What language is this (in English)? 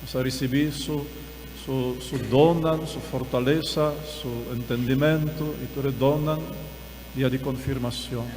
Papiamento